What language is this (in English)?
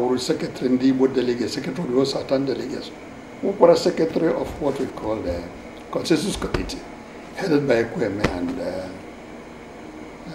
Igbo